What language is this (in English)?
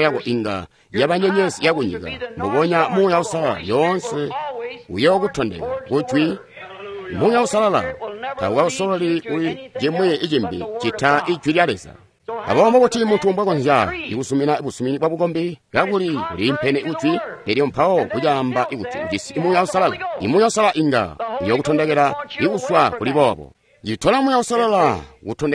Tonga (Zambia)